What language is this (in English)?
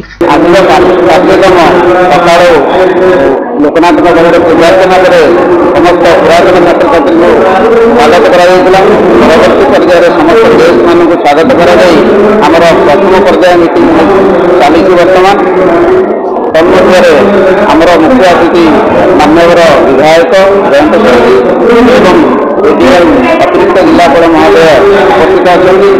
Odia